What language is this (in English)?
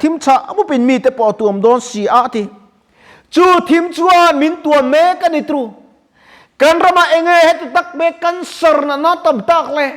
Mizo